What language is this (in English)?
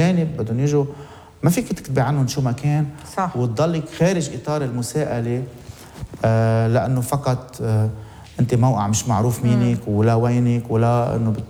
North Levantine Arabic